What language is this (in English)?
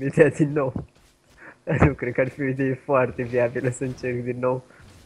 Romanian